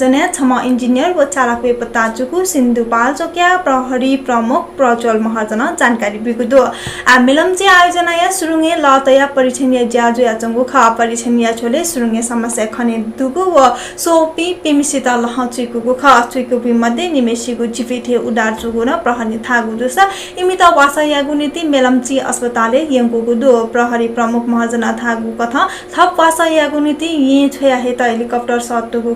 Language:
Newari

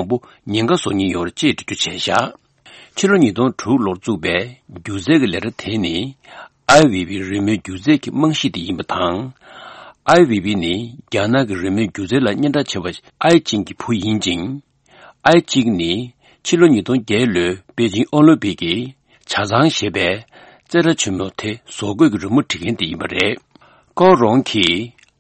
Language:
Tibetan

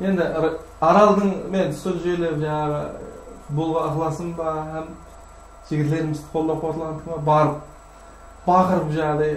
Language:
Kara-Kalpak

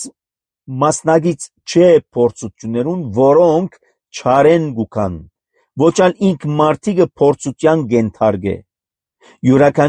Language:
Armenian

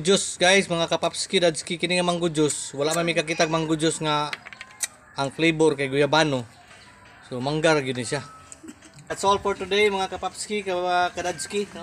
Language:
Cebuano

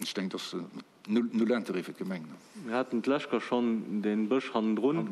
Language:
Luxembourgish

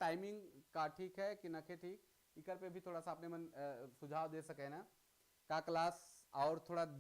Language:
Sadri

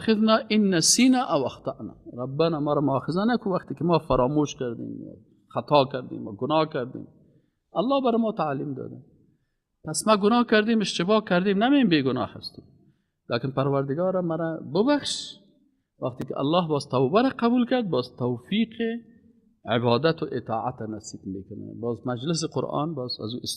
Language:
Persian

